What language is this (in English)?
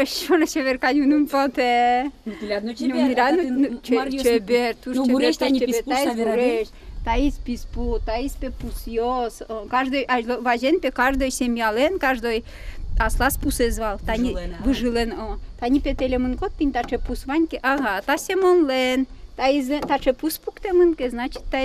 Udmurt